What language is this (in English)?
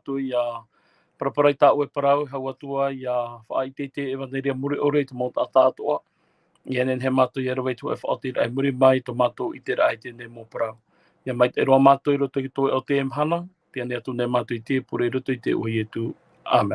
Tahitian